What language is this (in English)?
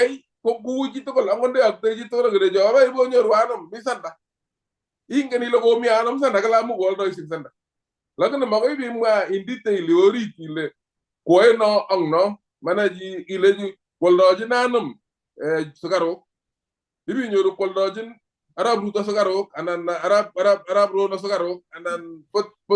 Kalenjin